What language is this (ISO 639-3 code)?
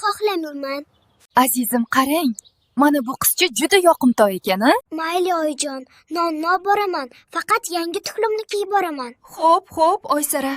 uzb